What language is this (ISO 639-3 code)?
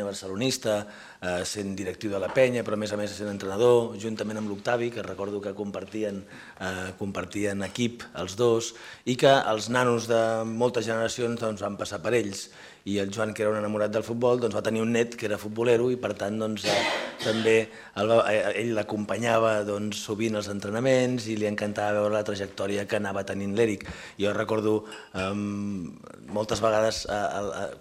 cat